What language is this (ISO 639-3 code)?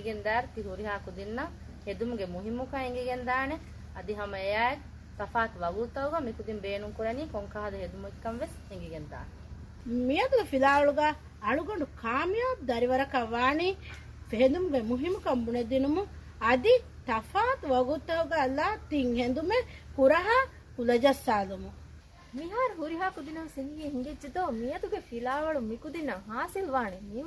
div